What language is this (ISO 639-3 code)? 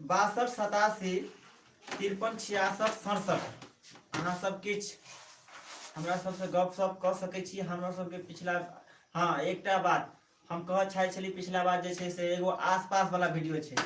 mai